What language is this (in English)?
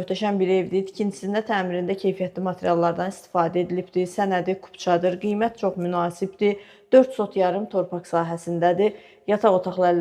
Azerbaijani